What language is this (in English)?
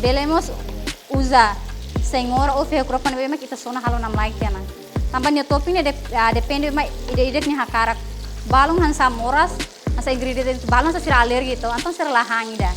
Tetum